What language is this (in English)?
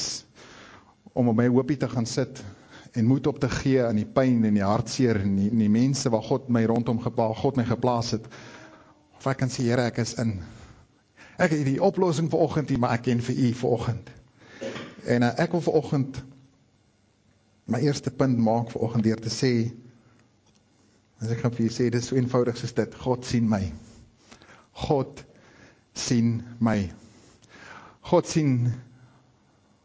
Afrikaans